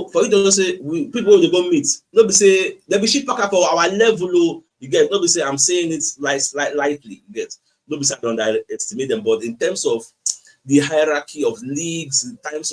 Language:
Nigerian Pidgin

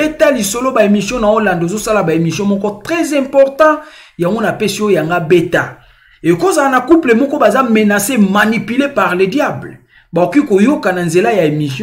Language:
Lingala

